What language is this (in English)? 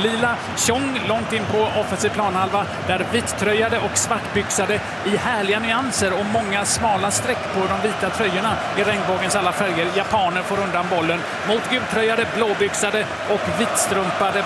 Swedish